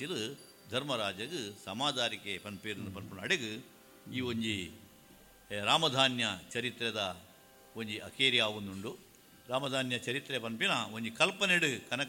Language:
Tulu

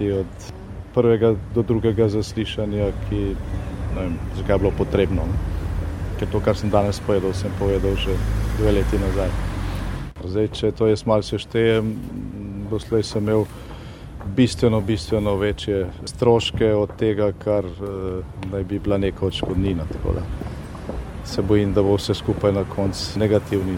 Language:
Slovenian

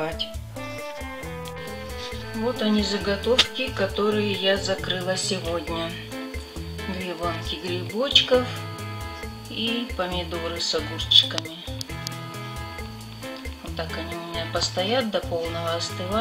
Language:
Russian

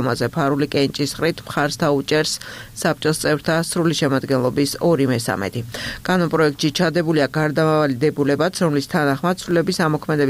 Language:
Georgian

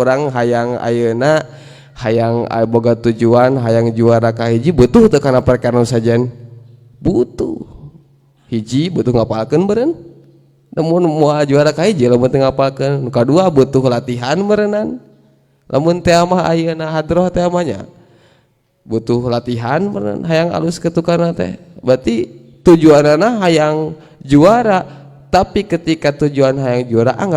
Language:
Sundanese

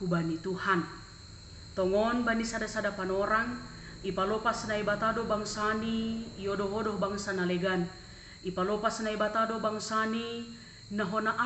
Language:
Batak Simalungun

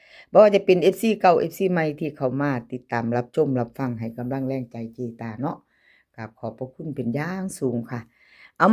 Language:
Northeastern Thai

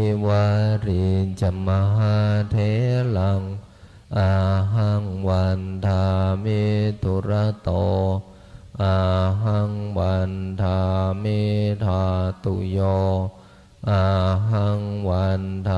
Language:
Pali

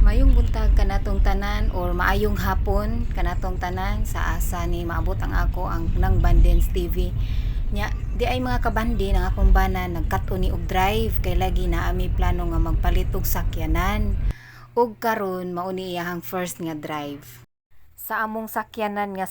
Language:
Cebuano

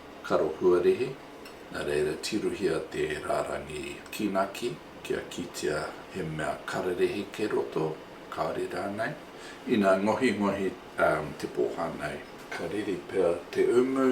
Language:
Māori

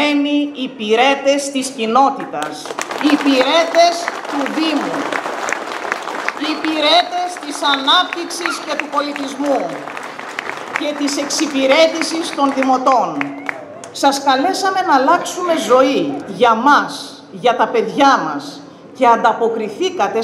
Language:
Greek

